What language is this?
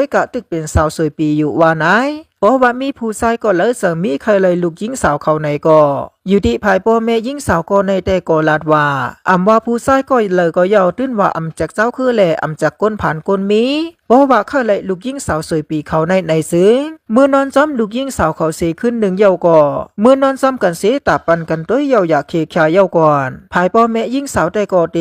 Shan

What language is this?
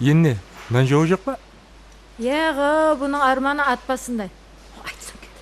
Kara-Kalpak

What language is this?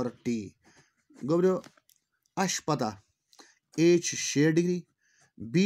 Kashmiri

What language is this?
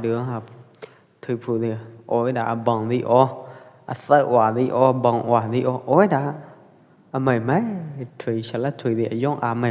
Pwo Eastern Karen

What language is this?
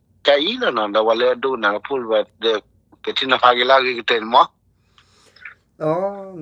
S'gaw Karen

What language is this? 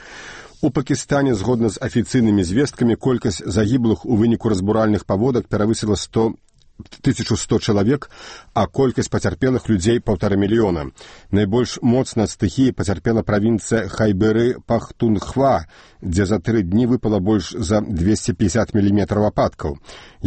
Belarusian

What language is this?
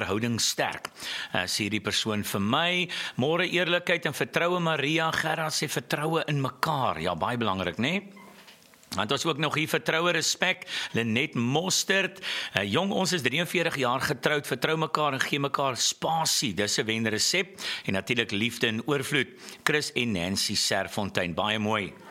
Afrikaans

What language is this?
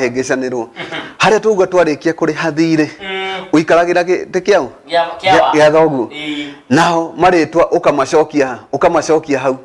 Kikuyu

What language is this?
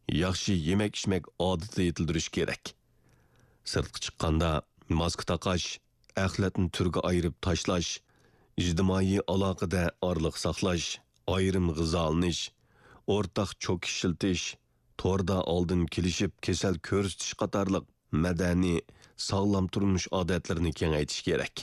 Uyghur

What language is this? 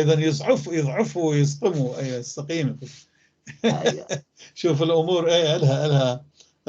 North Levantine Arabic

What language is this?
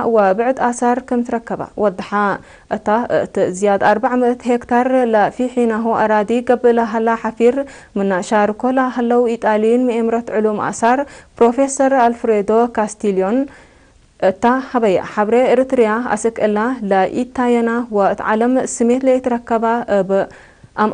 Tigre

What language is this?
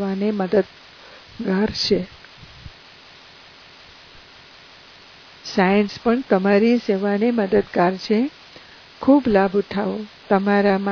Gujarati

